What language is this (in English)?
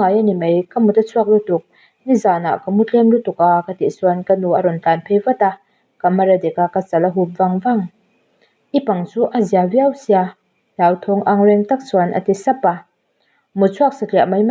Mizo